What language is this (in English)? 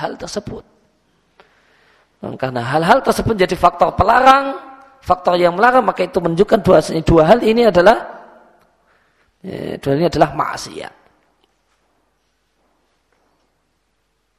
Indonesian